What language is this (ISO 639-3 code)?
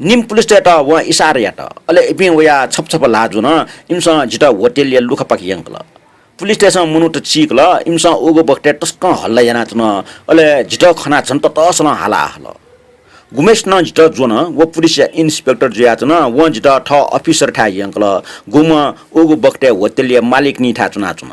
new